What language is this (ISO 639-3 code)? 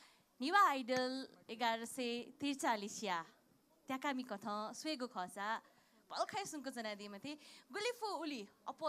new